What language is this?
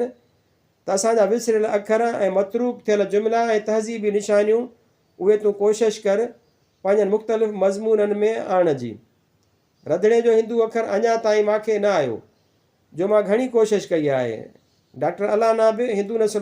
Sindhi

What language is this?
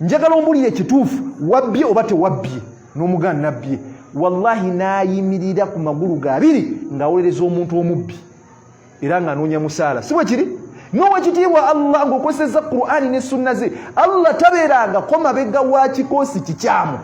Ganda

